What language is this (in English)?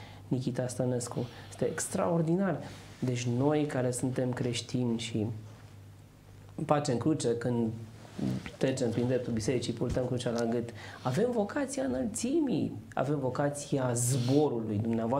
Romanian